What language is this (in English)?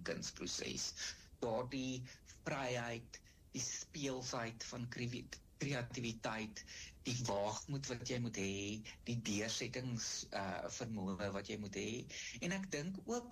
Afrikaans